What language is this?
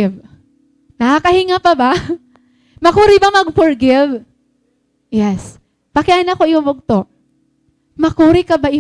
Waray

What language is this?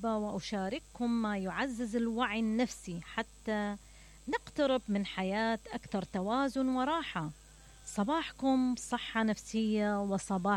Mesopotamian Arabic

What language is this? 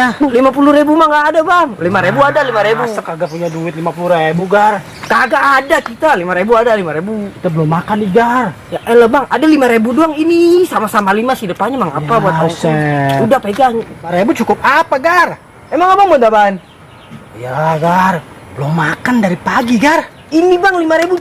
Betawi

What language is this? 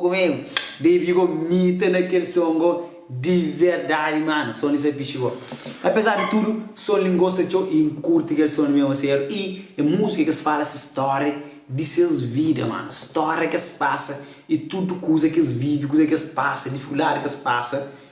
Kabuverdianu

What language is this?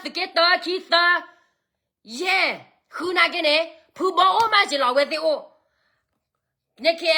S'gaw Karen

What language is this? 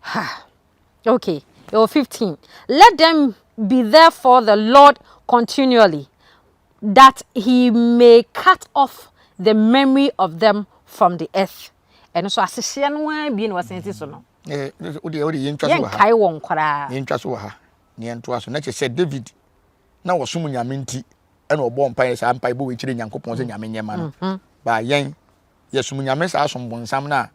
Akan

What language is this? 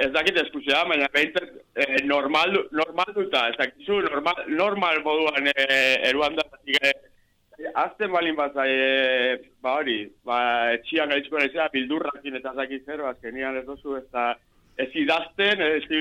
Basque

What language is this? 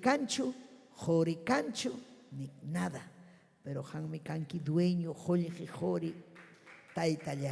Ayacucho Quechua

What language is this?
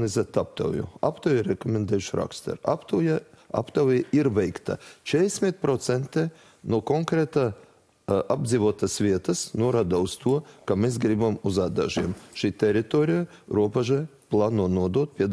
Latvian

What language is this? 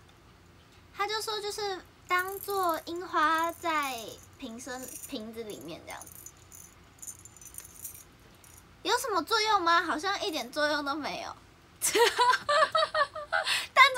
Chinese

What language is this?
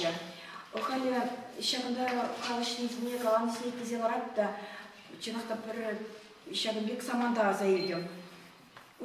Chuvash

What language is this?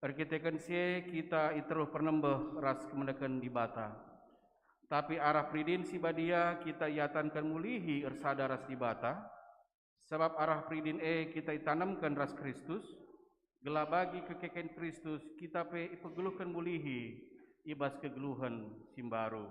Batak Karo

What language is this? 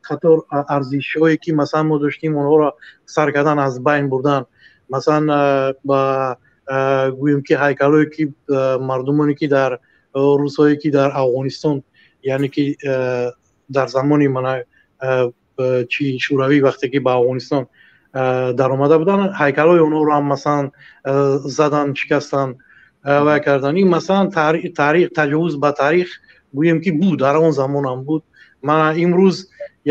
Tajik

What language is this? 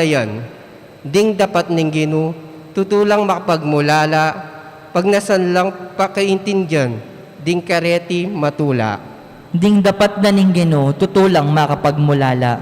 Pampanga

